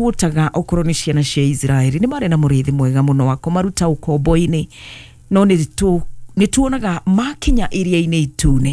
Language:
Kikuyu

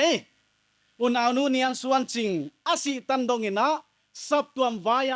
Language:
Paite Chin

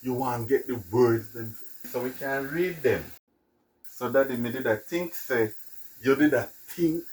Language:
Jamaican Creole English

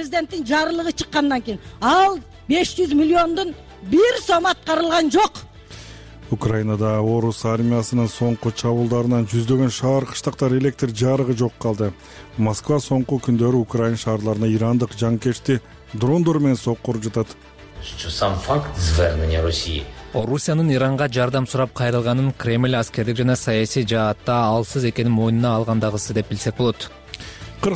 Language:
Kyrgyz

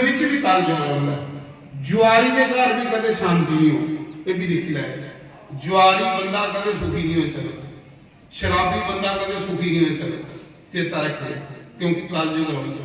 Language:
Dogri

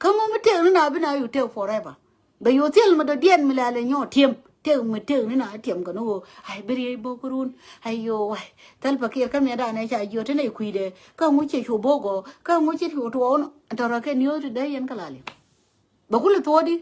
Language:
Nuer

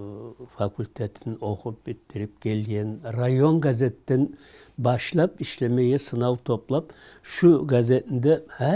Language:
Kumyk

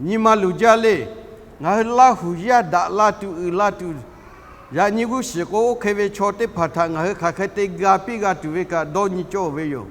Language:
Lahu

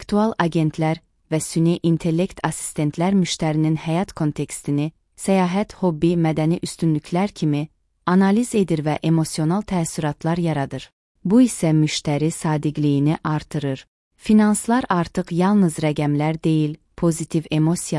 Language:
Azerbaijani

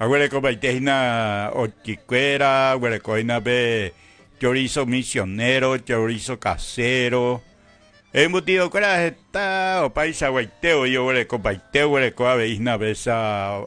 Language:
Guarani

